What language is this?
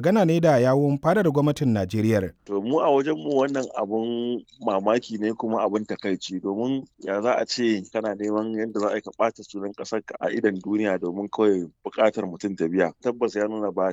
Hausa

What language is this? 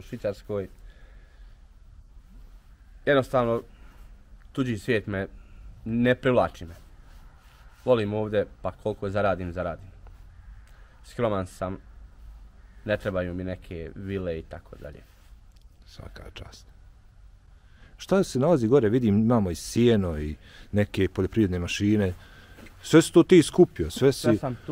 Bosnian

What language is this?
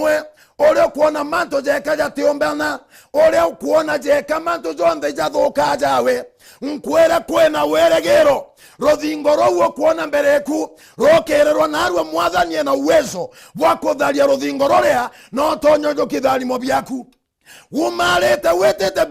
Meru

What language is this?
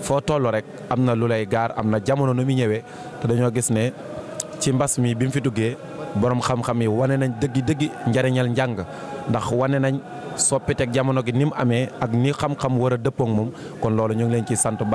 Wolof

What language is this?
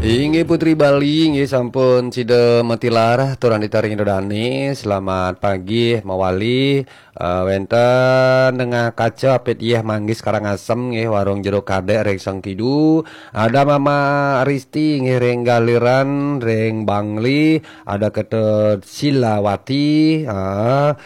Balinese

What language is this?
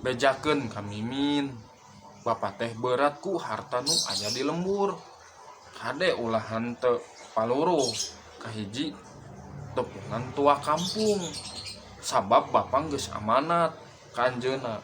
Sundanese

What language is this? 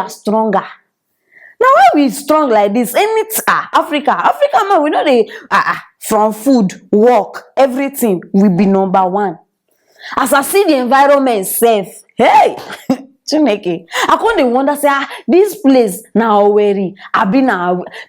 Nigerian Pidgin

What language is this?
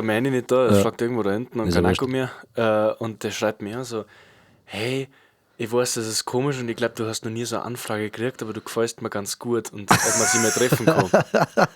Bavarian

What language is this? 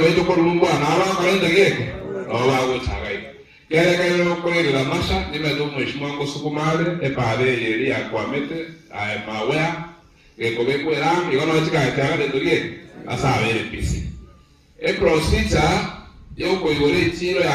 Gusii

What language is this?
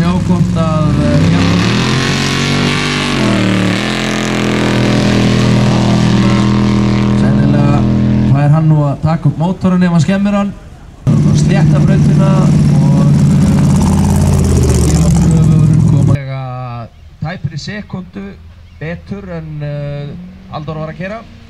Icelandic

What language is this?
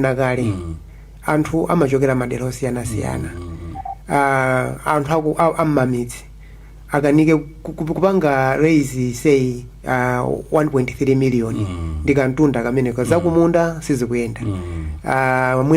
Nyanja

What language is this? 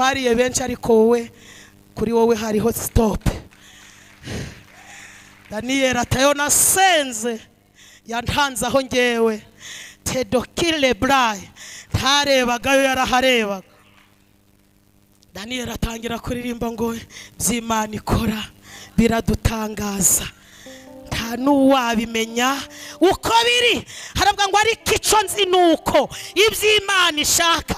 Kinyarwanda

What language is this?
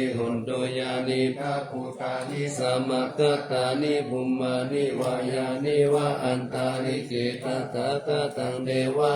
Pali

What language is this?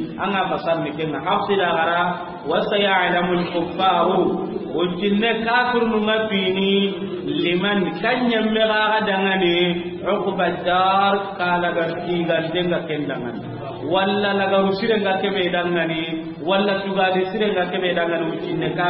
Soninke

